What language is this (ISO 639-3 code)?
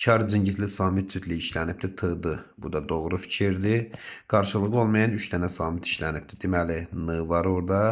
aze